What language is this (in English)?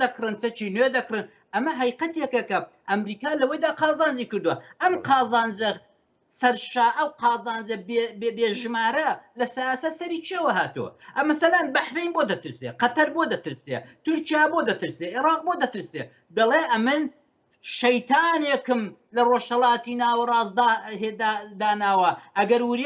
Central Kurdish